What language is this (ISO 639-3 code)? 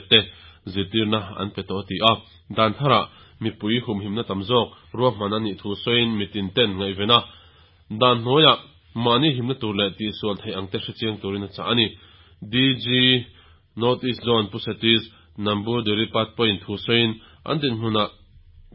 lus